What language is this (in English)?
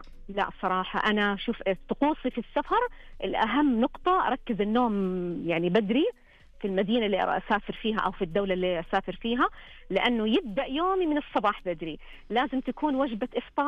Najdi Arabic